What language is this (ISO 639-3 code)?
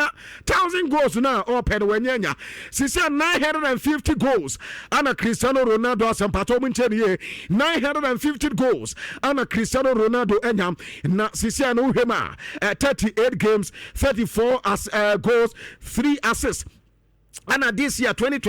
aka